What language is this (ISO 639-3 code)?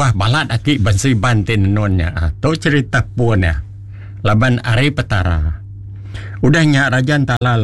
iba